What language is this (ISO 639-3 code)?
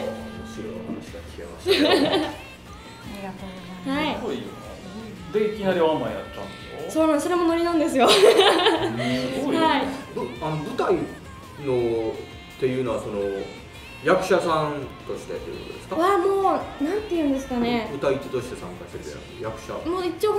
jpn